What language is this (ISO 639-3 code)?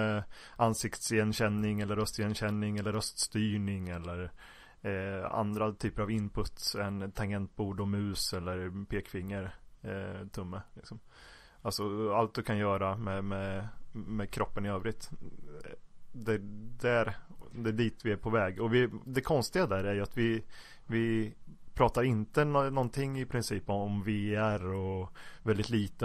swe